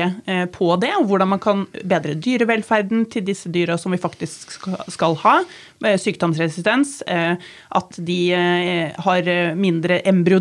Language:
Norwegian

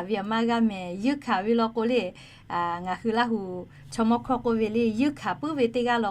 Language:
Lahu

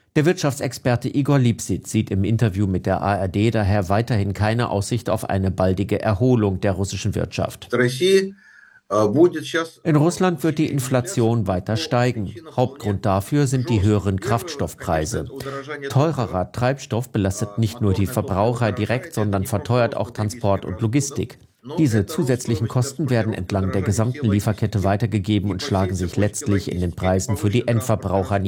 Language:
German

